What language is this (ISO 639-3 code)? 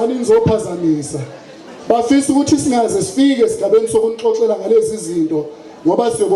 zul